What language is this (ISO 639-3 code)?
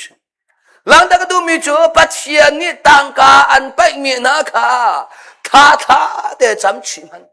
cnh